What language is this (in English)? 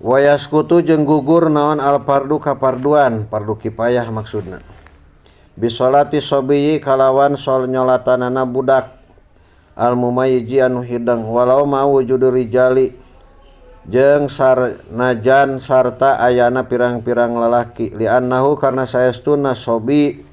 Sundanese